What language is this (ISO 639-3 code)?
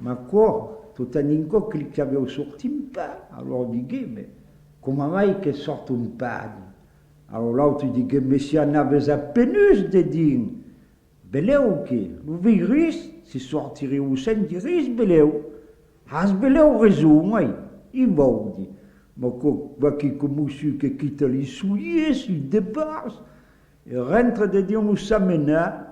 oci